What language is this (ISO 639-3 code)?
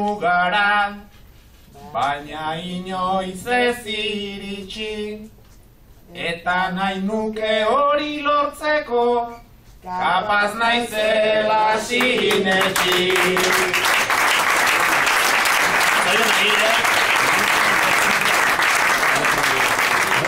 eus